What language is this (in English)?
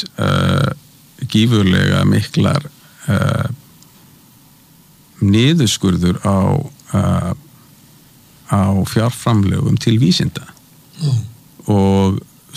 Icelandic